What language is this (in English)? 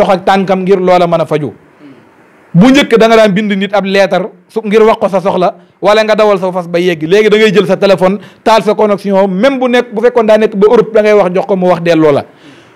Wolof